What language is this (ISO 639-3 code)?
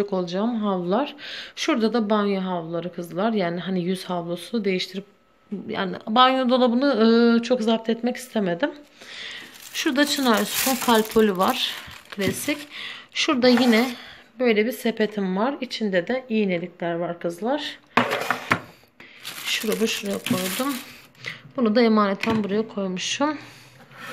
tur